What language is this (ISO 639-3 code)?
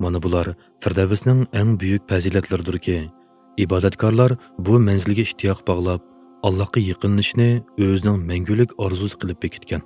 uig